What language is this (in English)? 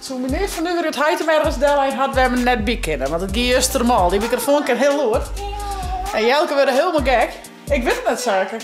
Western Frisian